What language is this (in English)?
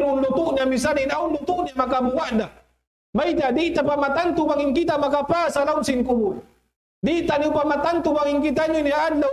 Tausug